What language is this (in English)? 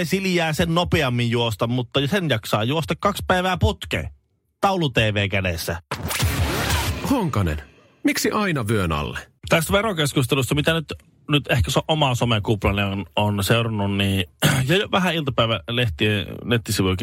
Finnish